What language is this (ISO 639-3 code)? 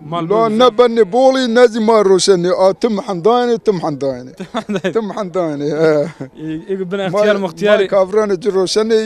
zza